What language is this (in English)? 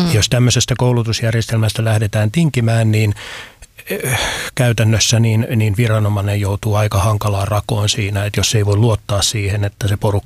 Finnish